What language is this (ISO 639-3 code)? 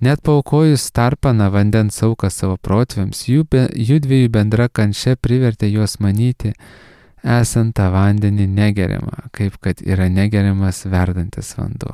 lit